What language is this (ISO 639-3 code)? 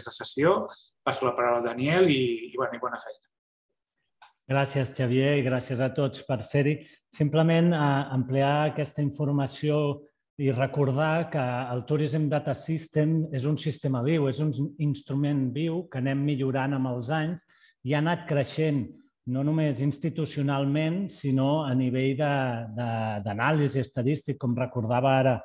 cat